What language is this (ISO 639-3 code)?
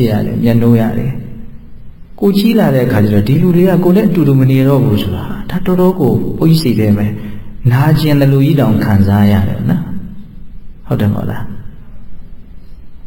mya